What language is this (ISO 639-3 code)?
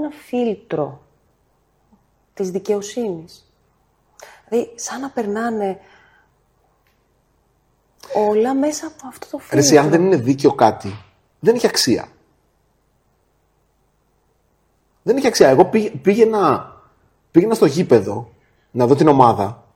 ell